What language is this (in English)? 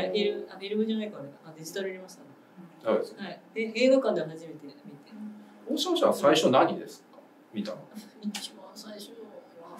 Japanese